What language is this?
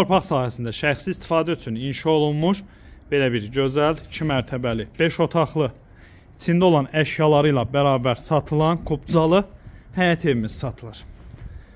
Azerbaijani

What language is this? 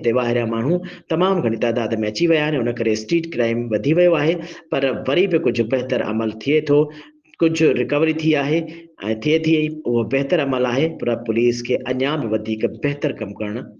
Sindhi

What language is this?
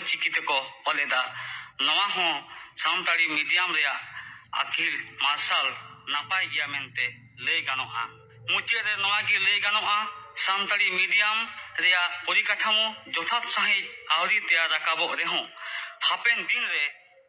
Santali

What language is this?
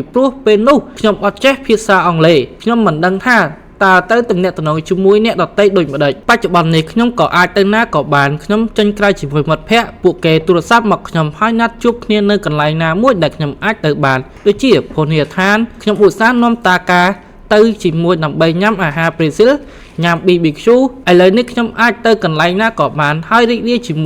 Khmer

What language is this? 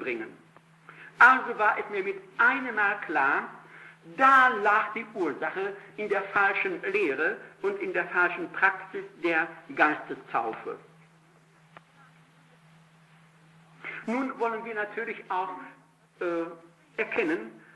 German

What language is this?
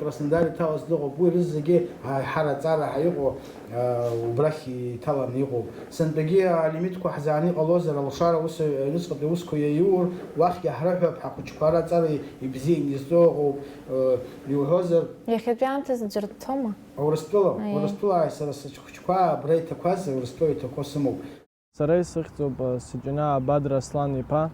Abkhazian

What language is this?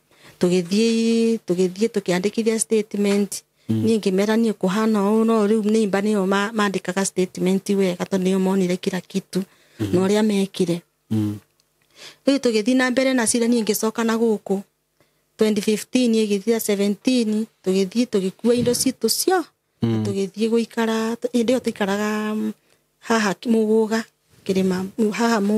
Kikuyu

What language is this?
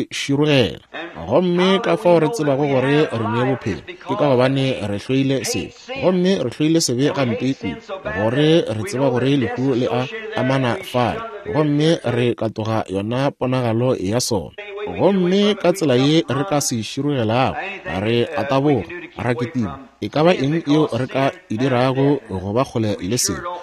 Northern Sotho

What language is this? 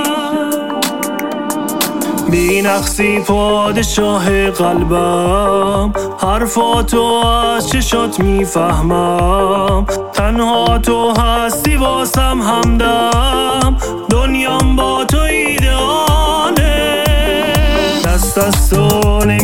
Persian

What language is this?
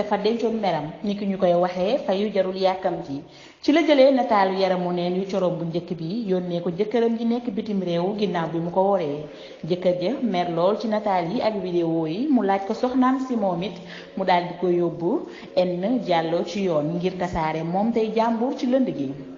Wolof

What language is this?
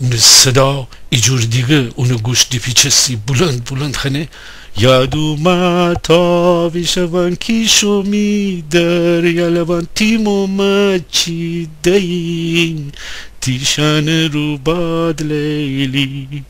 Gilaki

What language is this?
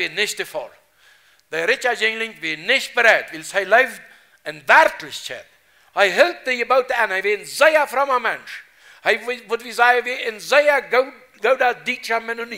Plautdietsch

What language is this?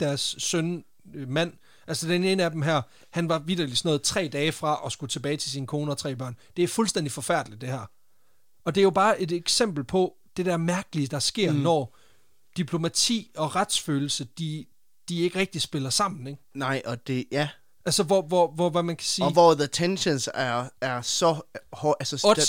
Danish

